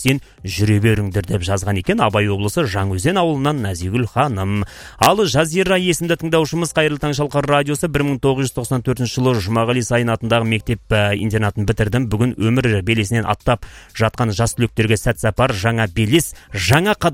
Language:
Kazakh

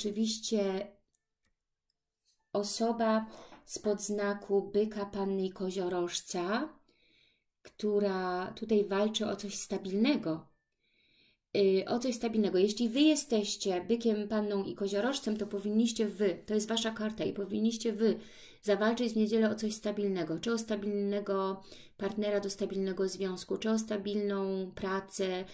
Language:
Polish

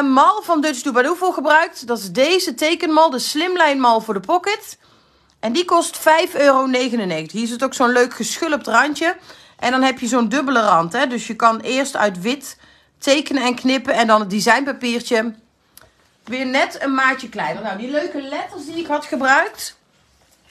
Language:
Dutch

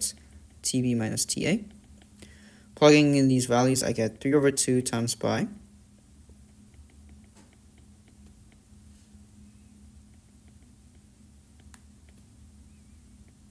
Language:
English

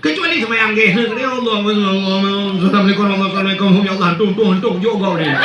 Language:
Achinese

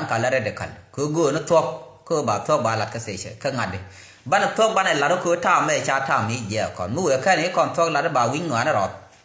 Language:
Nuer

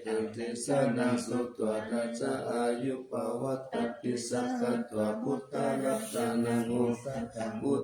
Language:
Pali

